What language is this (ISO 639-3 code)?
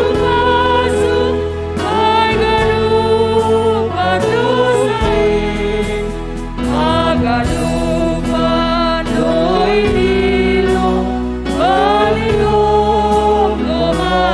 bts